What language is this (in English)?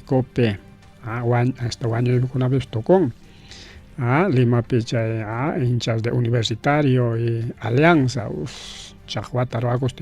Ayacucho Quechua